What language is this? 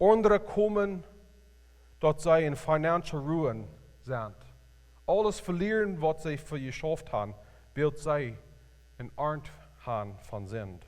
Plautdietsch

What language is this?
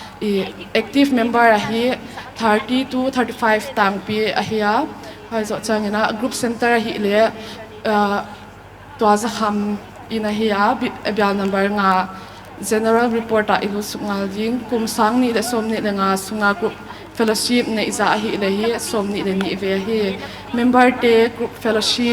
Paite Chin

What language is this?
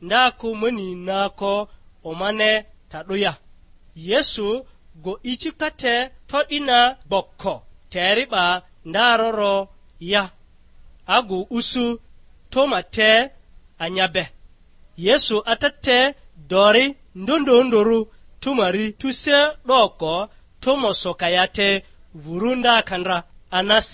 Lugbara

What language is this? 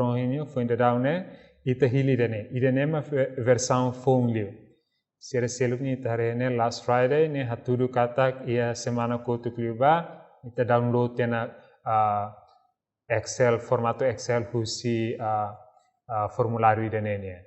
Tetum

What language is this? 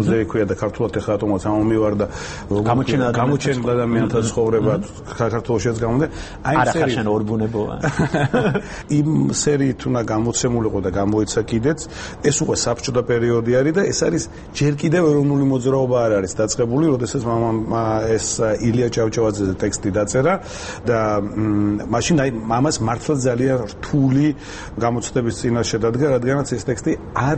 Georgian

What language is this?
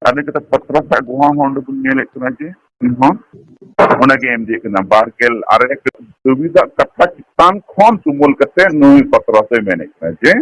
Santali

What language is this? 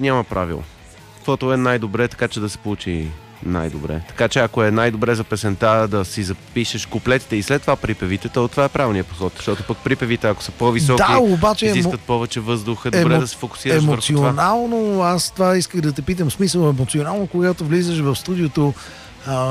Bulgarian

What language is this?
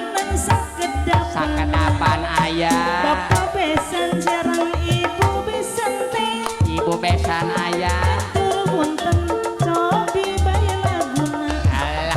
Sundanese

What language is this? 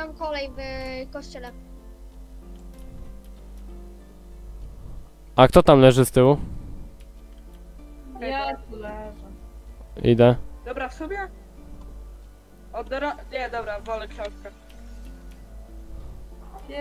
Polish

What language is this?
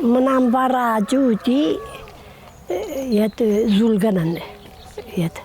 Ossetic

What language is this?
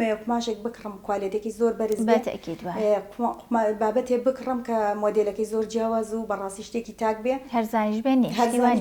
Central Kurdish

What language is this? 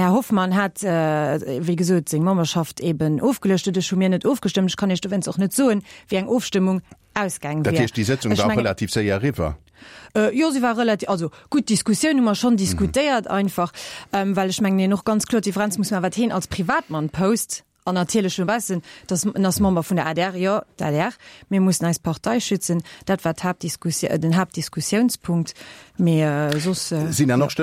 Luxembourgish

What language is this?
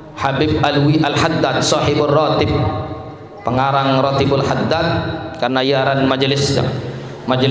Sasak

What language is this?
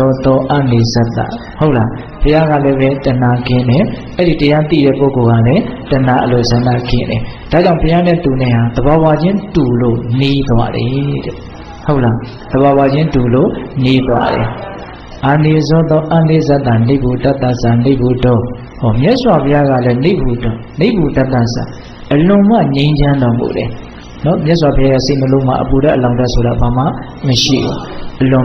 Burmese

